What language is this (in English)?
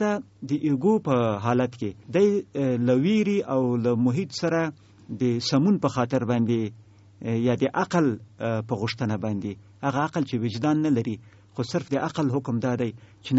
Pashto